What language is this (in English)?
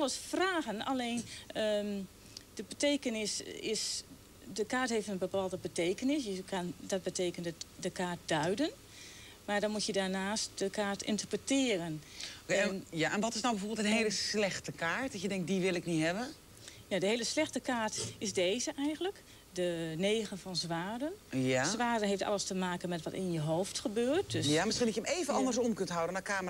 Dutch